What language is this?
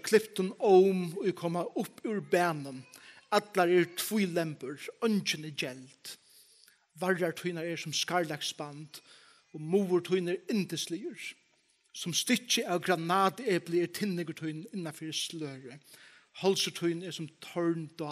Faroese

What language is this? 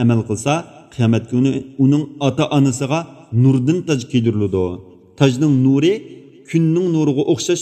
Uyghur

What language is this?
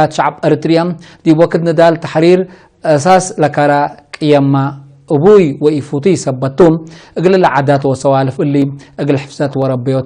Tigre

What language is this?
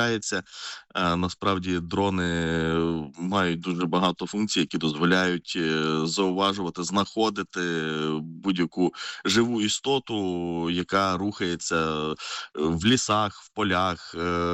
Ukrainian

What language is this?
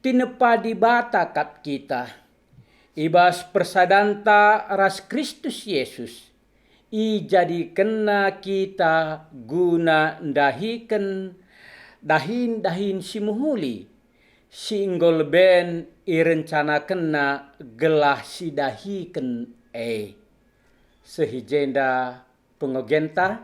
Batak Karo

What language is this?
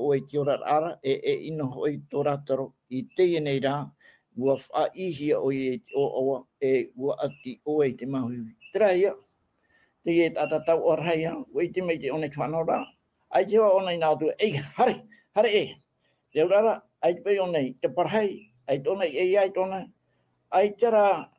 Tahitian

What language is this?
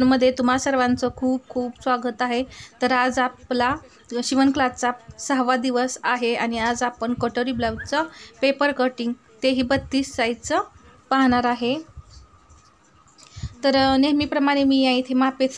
Marathi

